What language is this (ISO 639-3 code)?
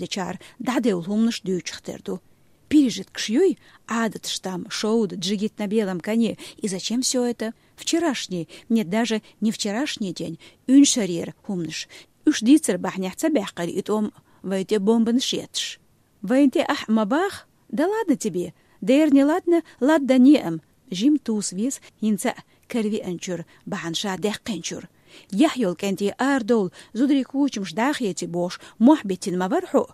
che